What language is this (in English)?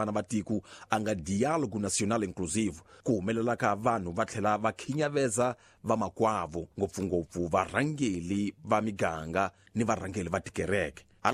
Tsonga